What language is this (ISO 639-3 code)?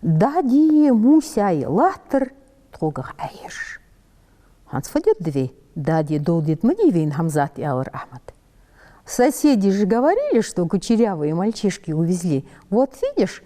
inh